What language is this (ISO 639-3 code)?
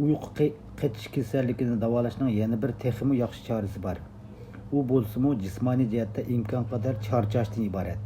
uig